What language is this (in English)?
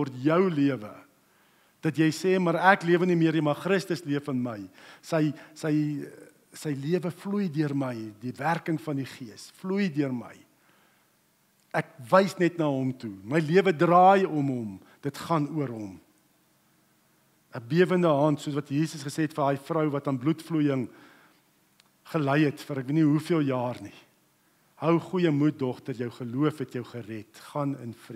Afrikaans